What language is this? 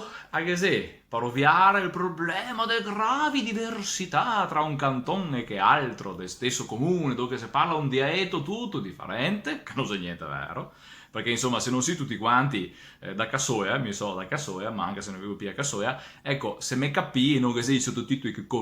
Venetian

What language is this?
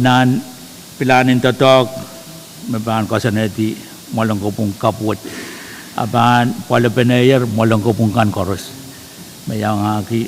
Pohnpeian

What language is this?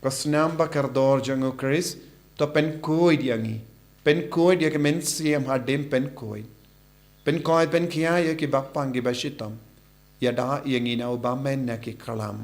Khasi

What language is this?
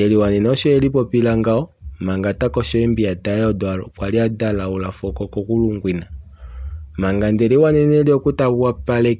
Kuanyama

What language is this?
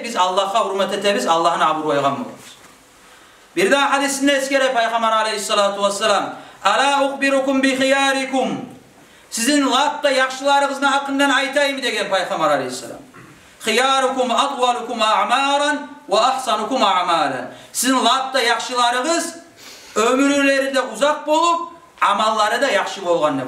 Kumyk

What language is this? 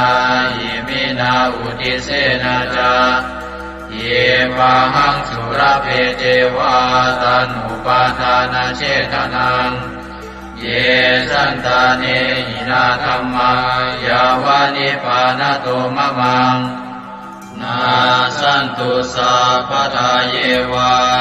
Pali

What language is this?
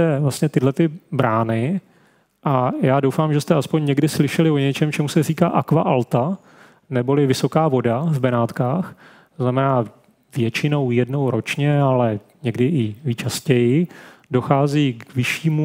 Czech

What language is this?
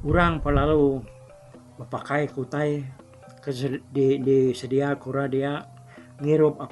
Iban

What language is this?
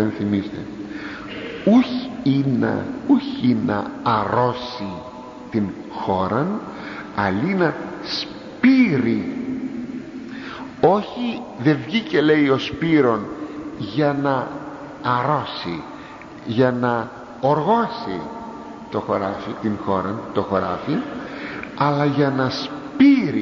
Greek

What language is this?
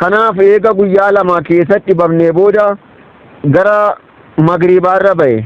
Oromo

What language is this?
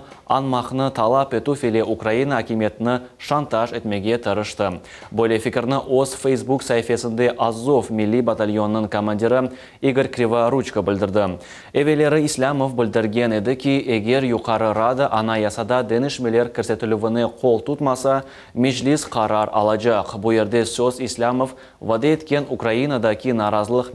Crimean Tatar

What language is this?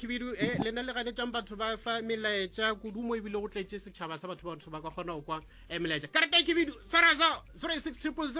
Northern Sotho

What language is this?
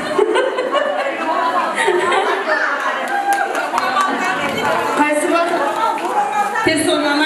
Kara-Kalpak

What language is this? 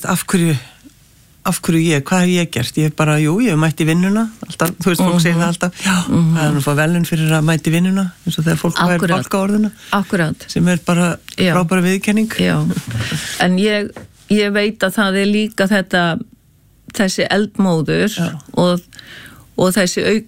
Icelandic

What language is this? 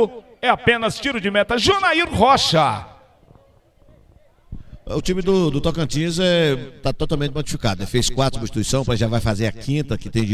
Portuguese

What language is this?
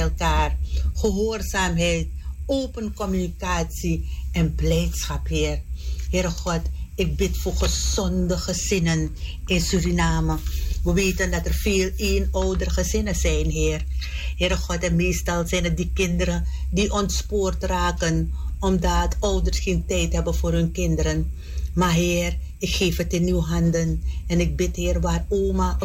Dutch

